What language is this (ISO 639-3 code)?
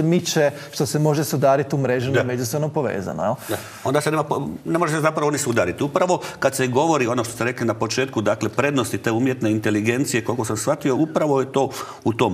hrv